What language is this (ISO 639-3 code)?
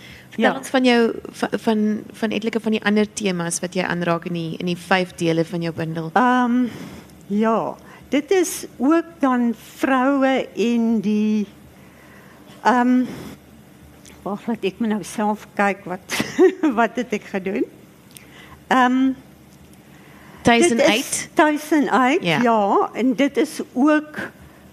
afr